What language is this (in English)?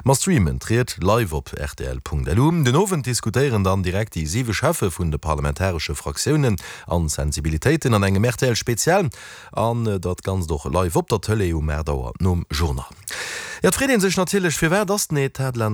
Luxembourgish